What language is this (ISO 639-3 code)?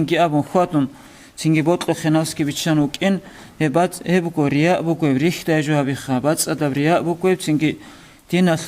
ava